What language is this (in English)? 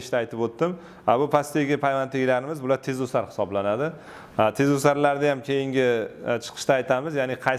Uzbek